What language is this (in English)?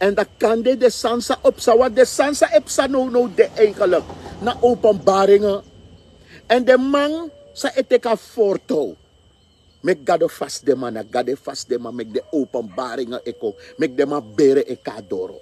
Sranan Tongo